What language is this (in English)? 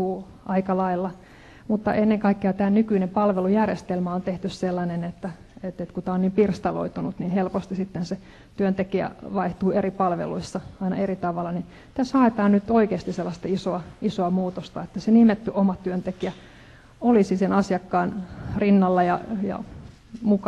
Finnish